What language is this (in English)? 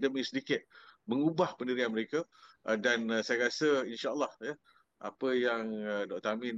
Malay